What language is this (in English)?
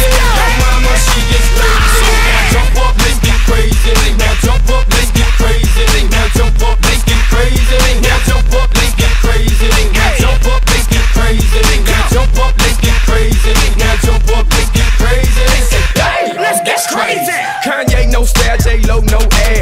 English